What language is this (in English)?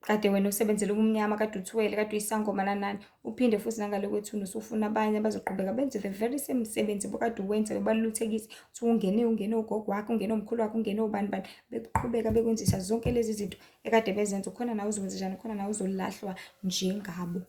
Zulu